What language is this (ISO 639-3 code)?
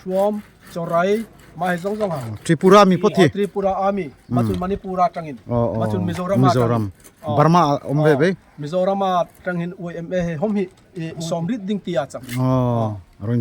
dln